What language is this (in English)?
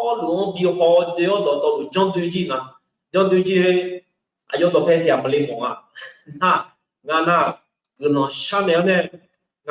Akha